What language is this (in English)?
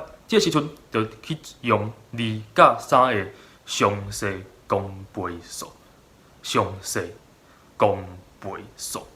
Min Nan Chinese